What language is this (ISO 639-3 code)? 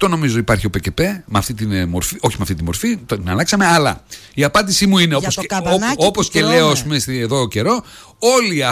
ell